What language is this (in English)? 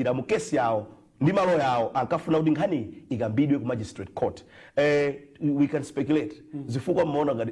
Nyanja